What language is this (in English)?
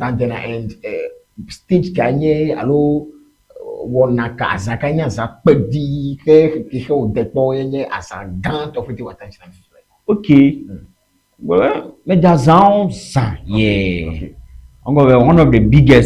Ewe